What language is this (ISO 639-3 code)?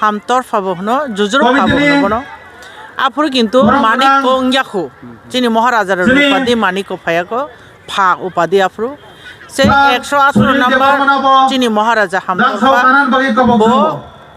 trp